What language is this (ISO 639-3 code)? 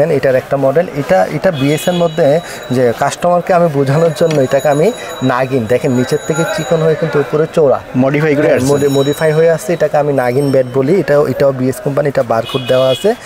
ben